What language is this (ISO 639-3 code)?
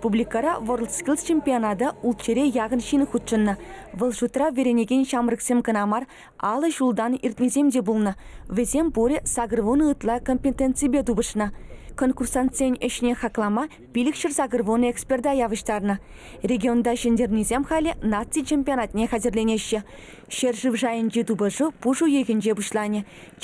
chv